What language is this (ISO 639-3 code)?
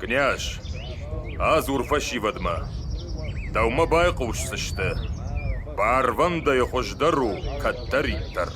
oss